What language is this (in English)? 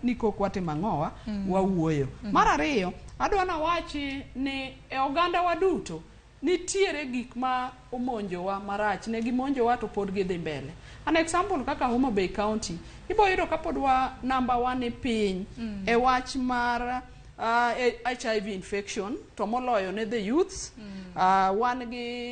Luo (Kenya and Tanzania)